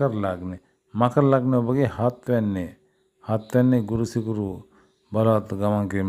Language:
Sinhala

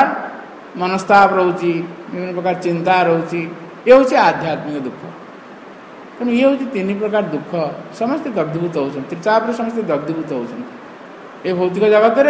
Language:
Odia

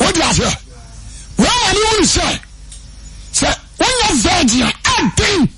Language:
Akan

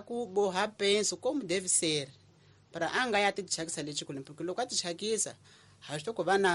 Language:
Tsonga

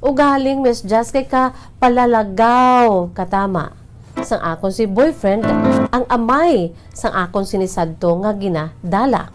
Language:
Hiligaynon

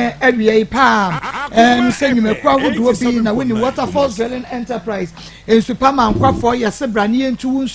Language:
Akan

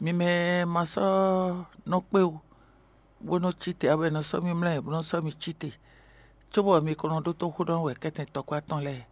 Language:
Fon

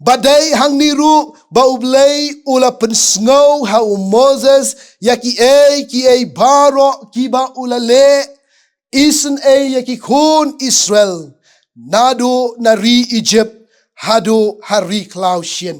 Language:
Khasi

